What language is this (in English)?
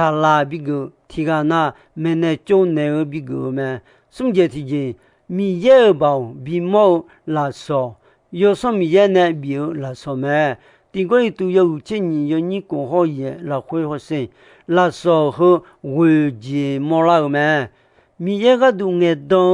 Akha